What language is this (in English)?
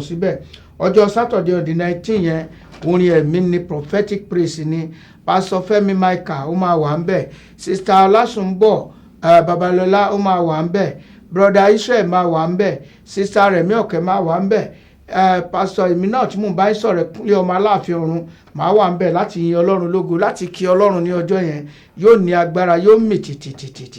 Yoruba